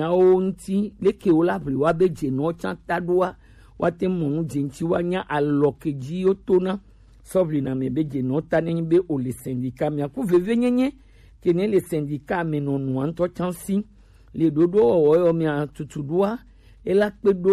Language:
Gen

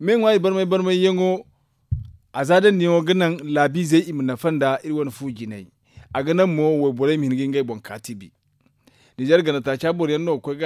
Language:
Zarma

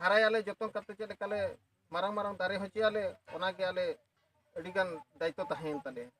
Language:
Santali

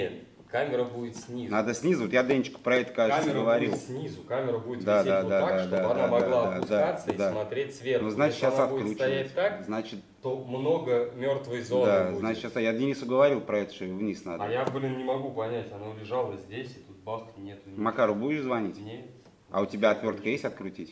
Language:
Russian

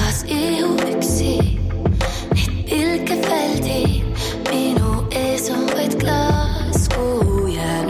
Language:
Estonian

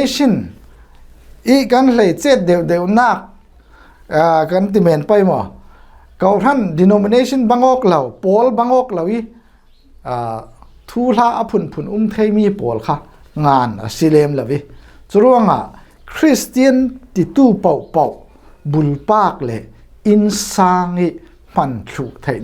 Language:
Falam Chin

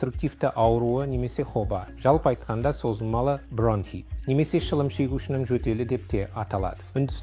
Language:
Kazakh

